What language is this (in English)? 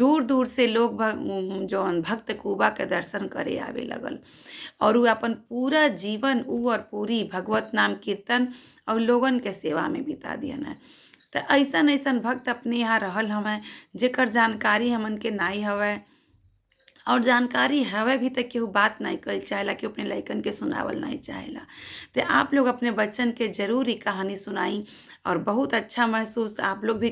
Bhojpuri